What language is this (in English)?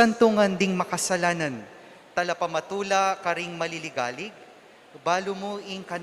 Pampanga